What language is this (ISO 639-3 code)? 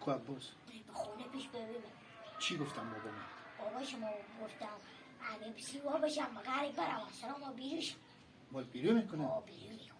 fas